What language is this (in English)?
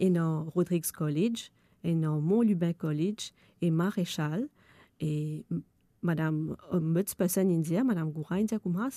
Morisyen